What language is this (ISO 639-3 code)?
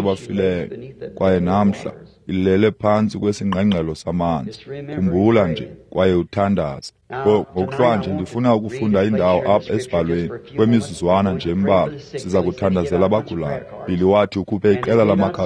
xho